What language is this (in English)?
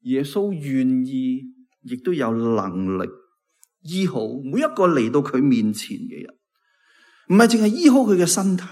Cantonese